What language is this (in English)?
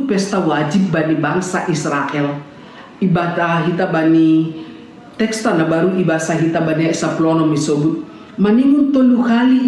Batak Simalungun